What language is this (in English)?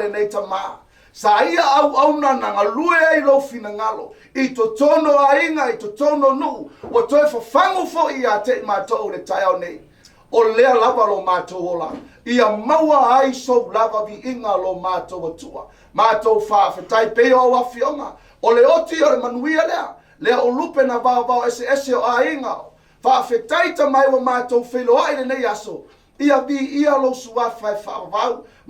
Samoan